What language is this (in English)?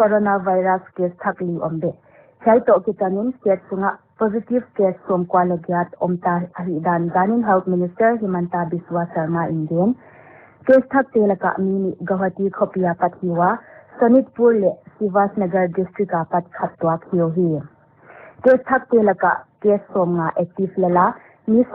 Paite Chin